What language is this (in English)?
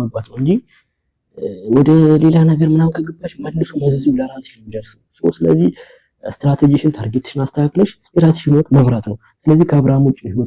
Amharic